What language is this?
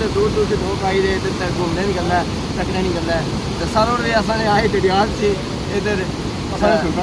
Pahari-Potwari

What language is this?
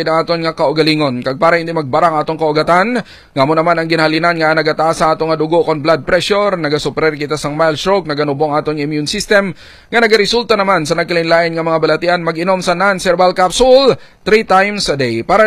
Hiligaynon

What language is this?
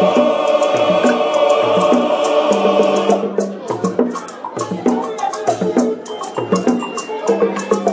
Swahili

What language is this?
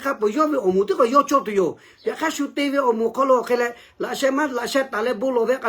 Lahu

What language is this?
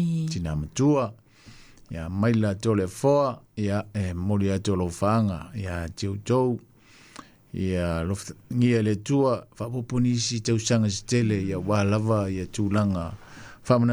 Samoan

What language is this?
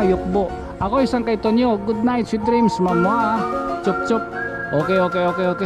Waray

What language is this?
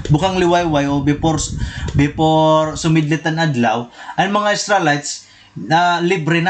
Waray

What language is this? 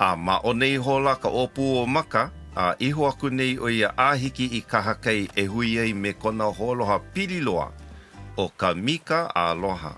Hawaiian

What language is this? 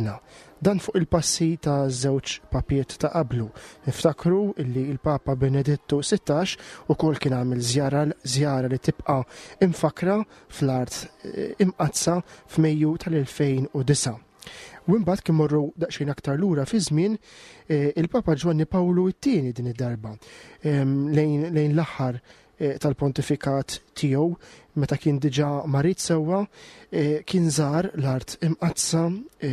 Maltese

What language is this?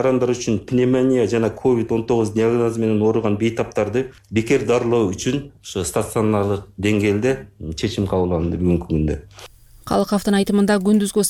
Kyrgyz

